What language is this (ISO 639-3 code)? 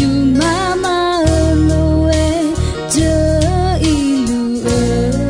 ahk